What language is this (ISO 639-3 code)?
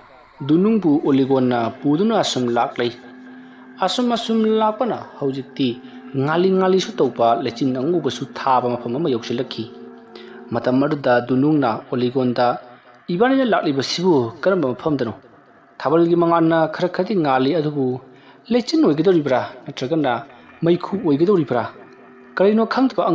mni